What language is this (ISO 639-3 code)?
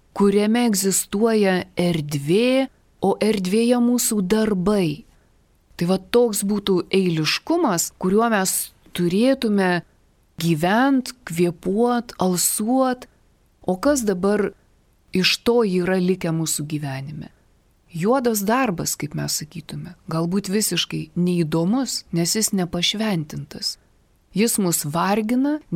lit